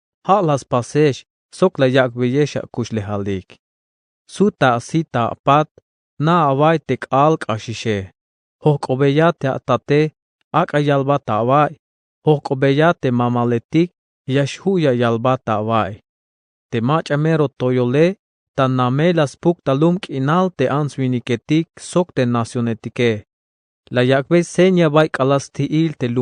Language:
Tzeltal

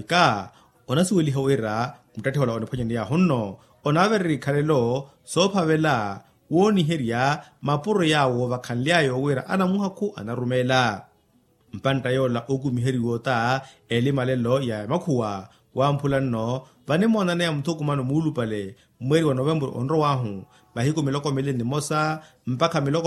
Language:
Makhuwa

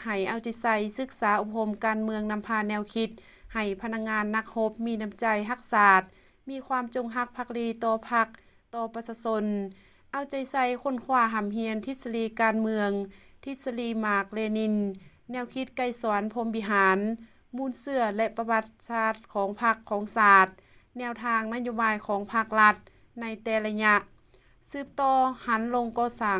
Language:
Lao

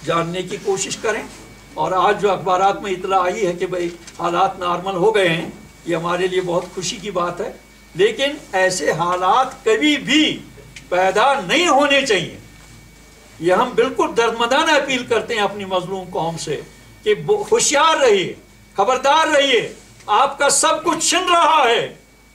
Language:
Urdu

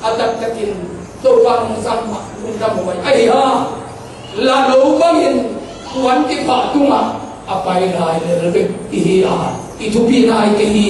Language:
Tedim Chin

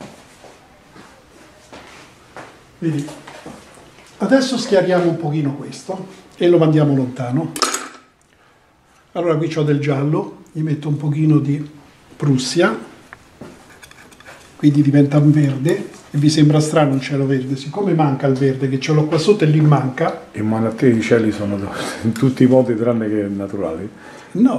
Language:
Italian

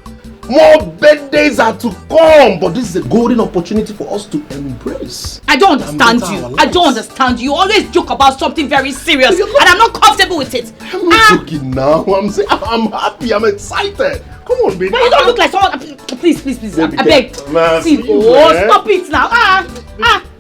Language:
Nigerian Pidgin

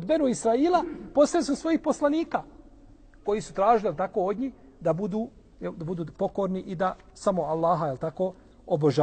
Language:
Bosnian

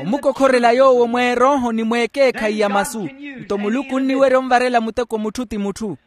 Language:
Makhuwa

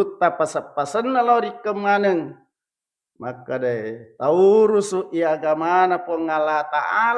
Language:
Buginese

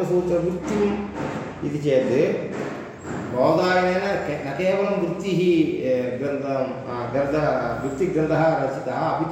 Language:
Sanskrit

